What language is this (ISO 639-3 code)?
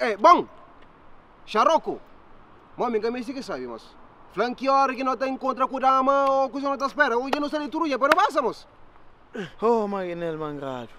kea